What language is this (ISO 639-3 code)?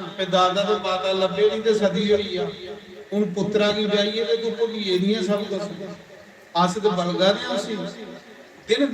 doi